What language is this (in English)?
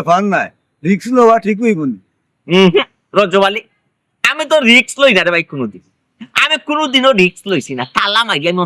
Sylheti